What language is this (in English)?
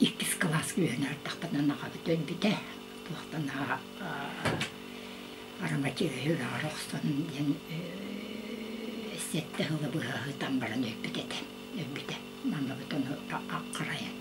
Yakut